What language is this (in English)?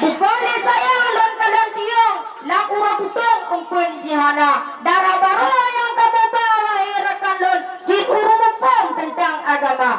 Achinese